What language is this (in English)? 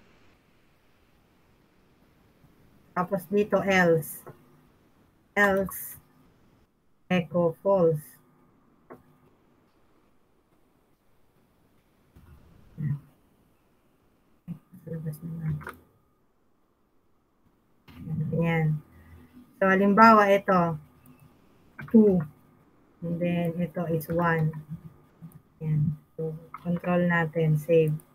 Filipino